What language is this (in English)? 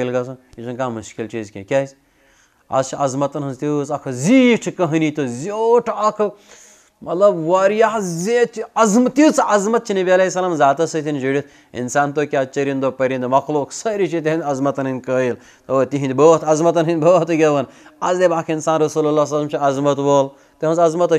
Kashmiri